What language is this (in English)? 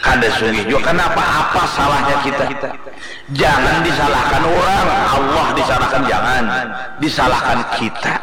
Banjar